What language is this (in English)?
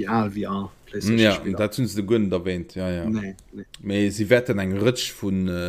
Luxembourgish